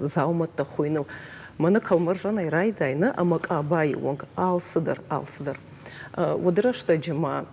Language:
Ossetic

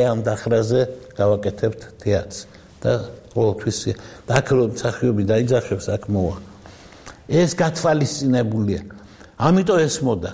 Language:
Georgian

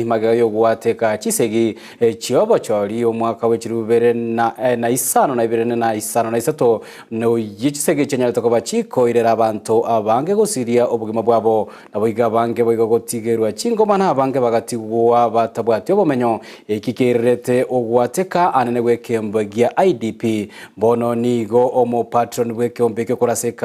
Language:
Gusii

